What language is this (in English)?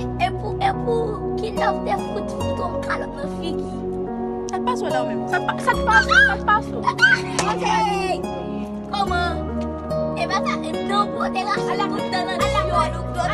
Haitian Creole